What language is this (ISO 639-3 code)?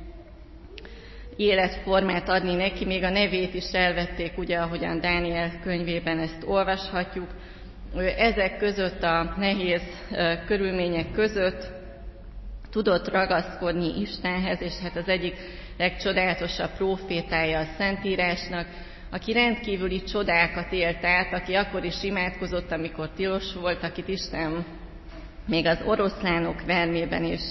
hun